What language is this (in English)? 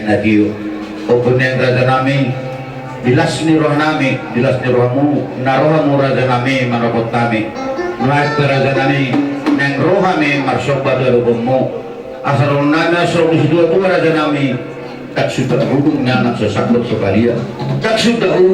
Batak Toba